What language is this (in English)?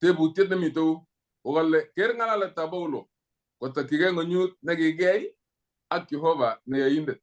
Kalenjin